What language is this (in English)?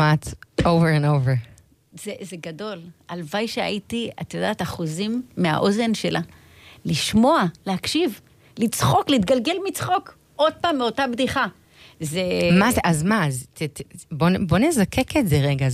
Hebrew